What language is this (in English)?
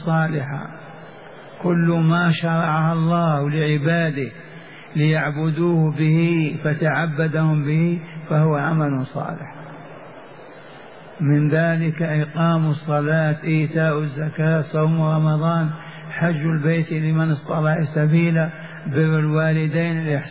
Arabic